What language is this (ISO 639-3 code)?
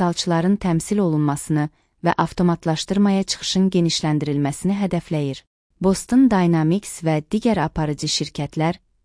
aze